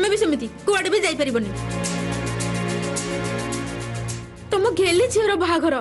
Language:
Odia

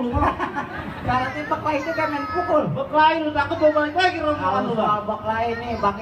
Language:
Betawi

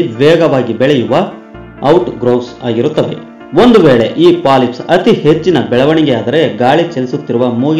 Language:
Kannada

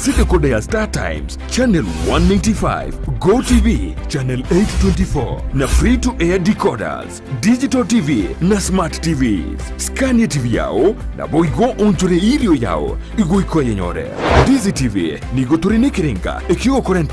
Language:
Gusii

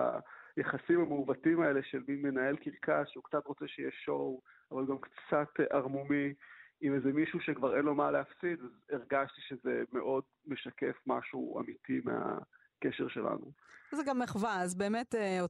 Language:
Hebrew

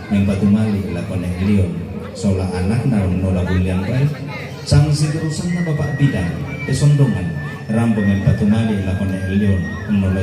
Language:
Toraja-Sa'dan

